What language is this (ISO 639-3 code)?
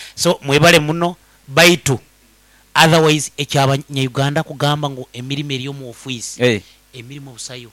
nyo